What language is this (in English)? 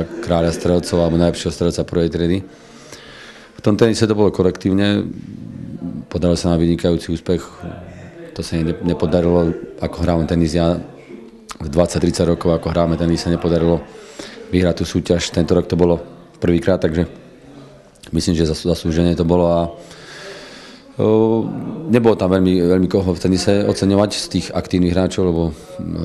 Slovak